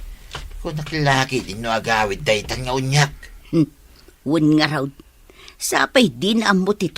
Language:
Iloko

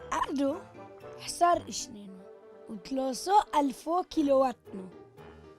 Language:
Turoyo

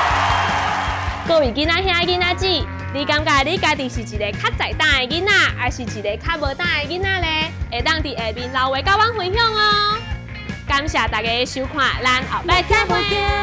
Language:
Min Nan Chinese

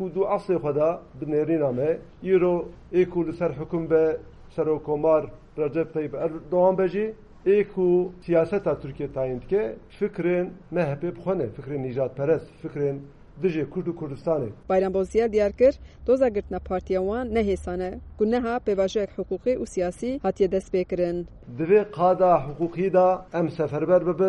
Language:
Kurdish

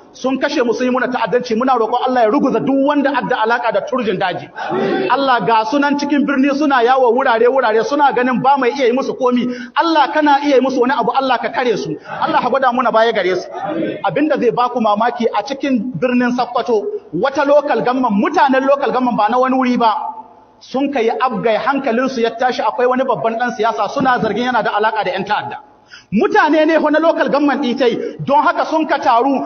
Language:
Hausa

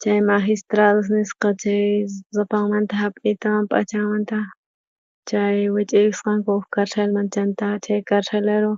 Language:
South Bolivian Quechua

